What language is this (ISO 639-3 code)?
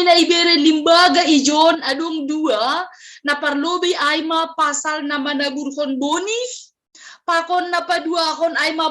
bts